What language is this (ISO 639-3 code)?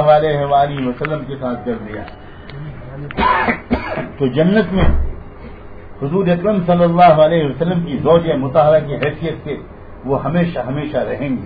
urd